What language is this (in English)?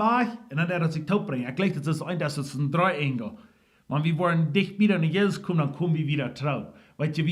Plautdietsch